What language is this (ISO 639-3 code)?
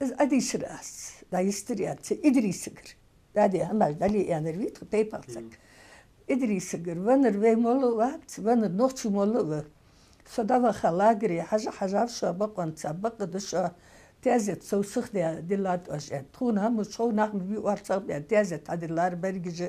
inh